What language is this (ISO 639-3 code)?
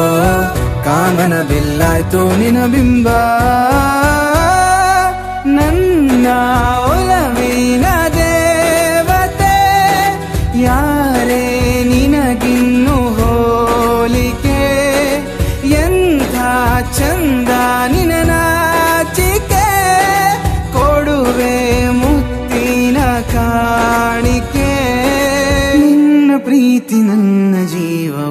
kan